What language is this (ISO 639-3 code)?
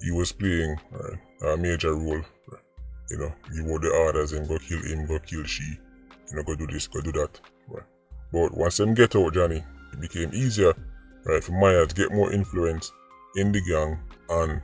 jam